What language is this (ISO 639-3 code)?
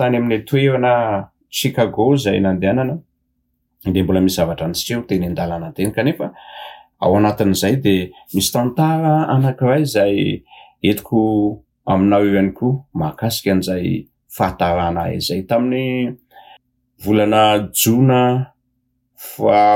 mlg